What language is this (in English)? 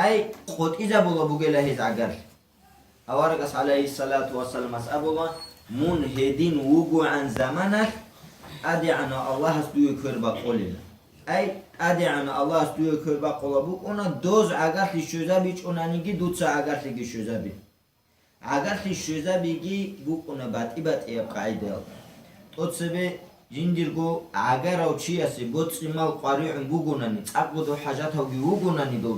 Avaric